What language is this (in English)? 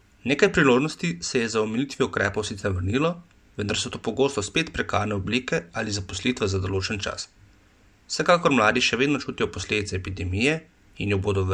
Slovenian